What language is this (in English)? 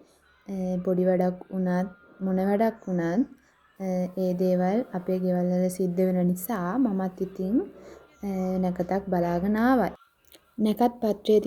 Sinhala